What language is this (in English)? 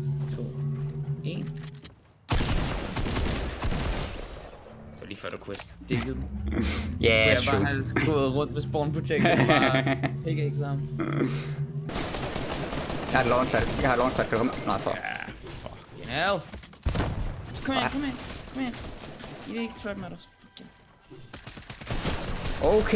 Danish